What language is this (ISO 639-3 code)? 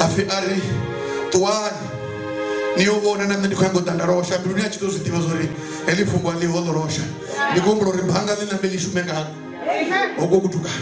ven